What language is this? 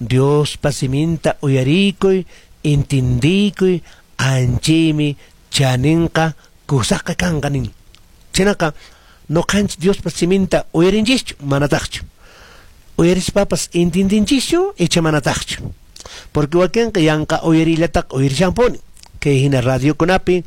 Quechua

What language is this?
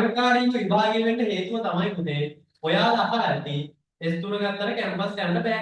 Sinhala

